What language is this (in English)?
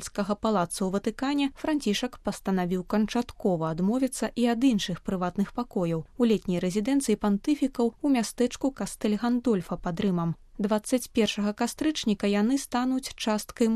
Belarusian